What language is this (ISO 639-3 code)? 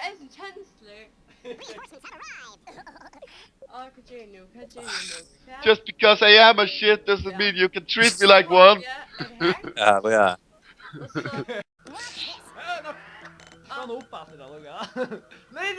fao